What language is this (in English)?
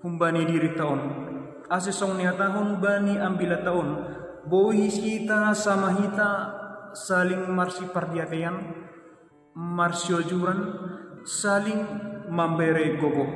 Batak Simalungun